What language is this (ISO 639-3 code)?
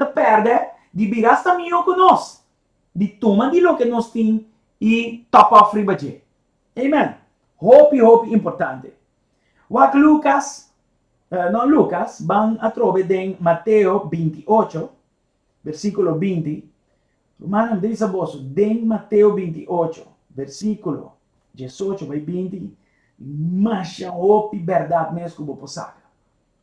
pap